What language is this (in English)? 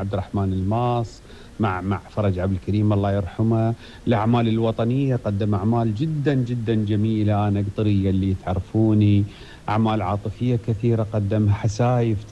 Gulf Arabic